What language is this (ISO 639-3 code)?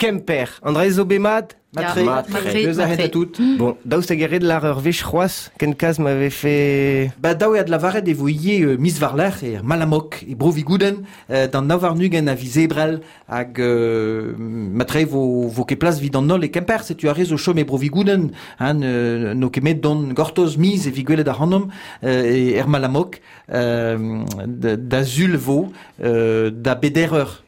bre